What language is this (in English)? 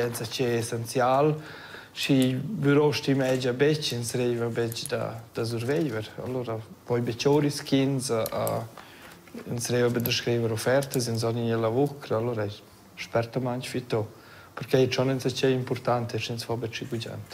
Romansh